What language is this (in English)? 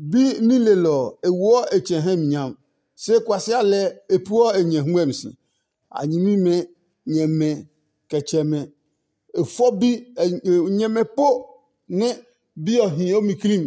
Adangme